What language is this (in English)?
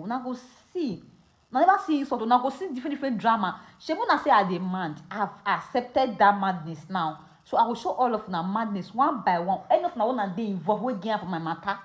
Nigerian Pidgin